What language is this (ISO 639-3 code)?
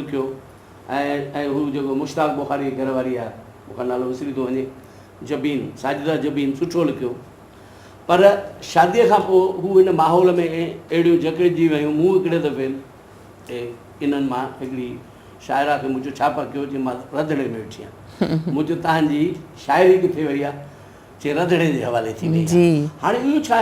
snd